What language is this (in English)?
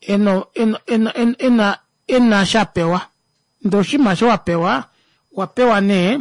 Kuanyama